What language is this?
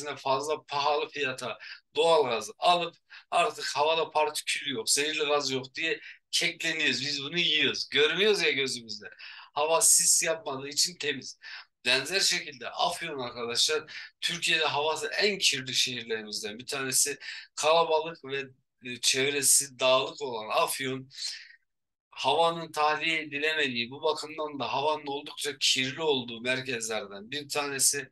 Turkish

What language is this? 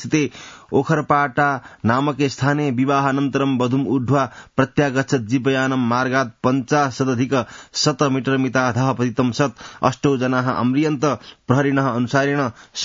Sanskrit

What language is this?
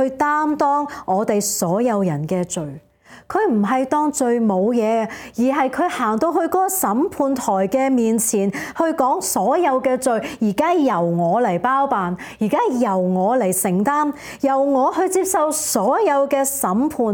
Cantonese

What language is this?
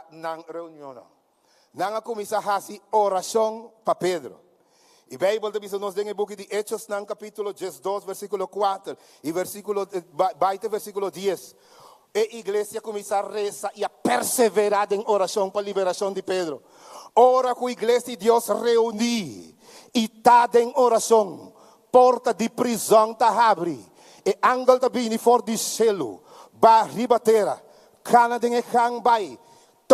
Papiamento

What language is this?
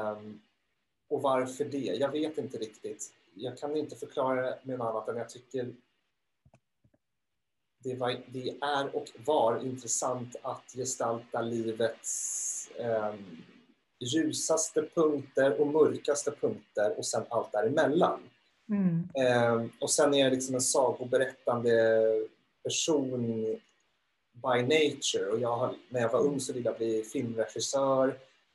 Swedish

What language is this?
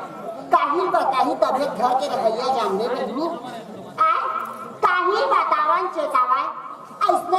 Chhattisgarhi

